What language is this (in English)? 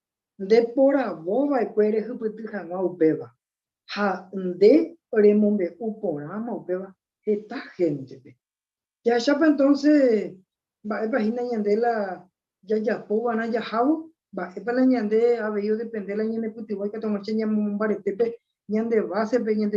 Guarani